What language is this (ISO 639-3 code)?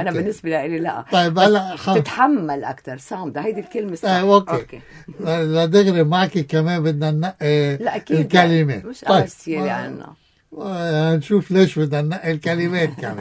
apc